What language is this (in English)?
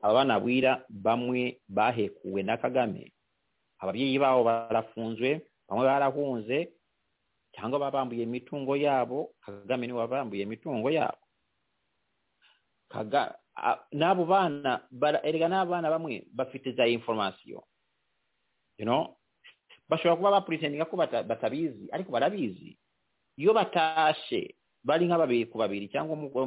Kinyarwanda